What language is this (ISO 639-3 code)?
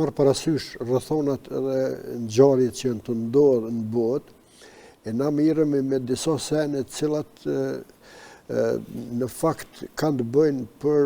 sqi